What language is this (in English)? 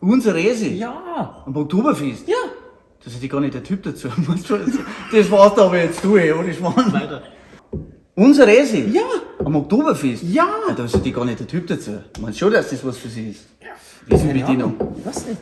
Bavarian